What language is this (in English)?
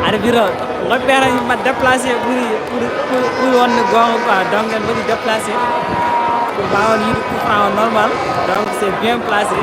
Fula